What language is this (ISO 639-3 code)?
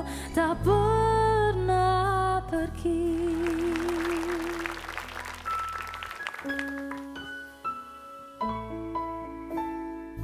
ind